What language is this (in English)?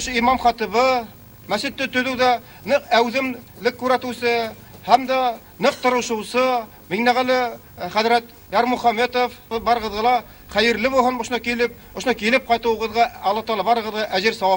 Bashkir